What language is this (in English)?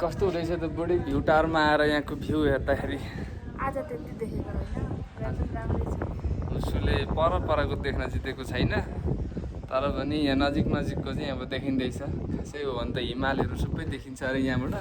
Nepali